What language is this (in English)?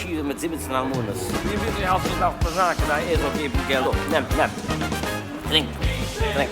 Yiddish